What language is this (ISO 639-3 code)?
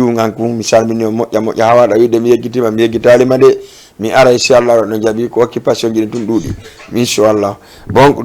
ful